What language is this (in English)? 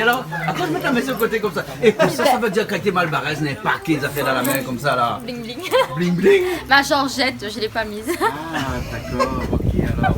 Réunion Creole French